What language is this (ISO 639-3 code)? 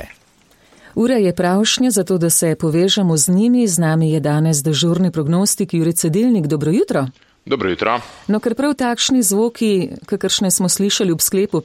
slv